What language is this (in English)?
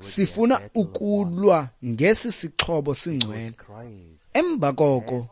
Xhosa